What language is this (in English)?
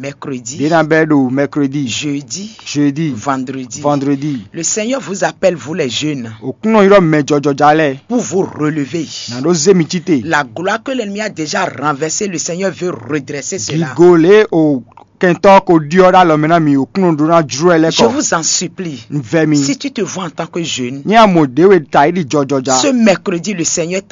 Fon